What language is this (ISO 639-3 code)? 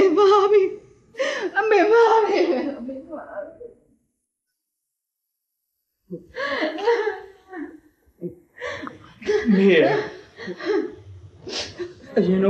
mya